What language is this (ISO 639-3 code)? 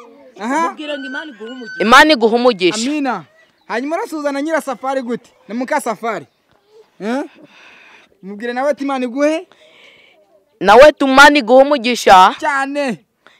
kin